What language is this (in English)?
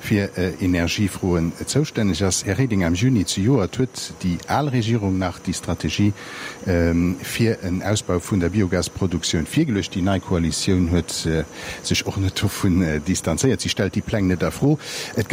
Luxembourgish